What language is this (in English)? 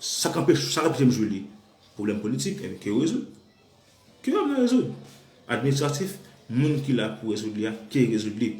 Haitian Creole